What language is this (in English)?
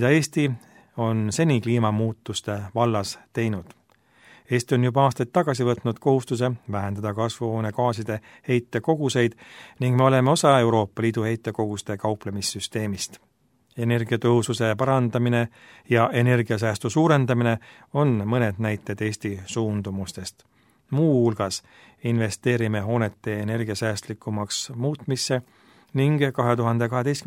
Estonian